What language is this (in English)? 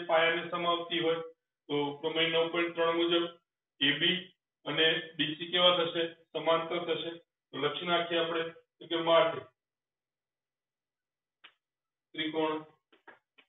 Gujarati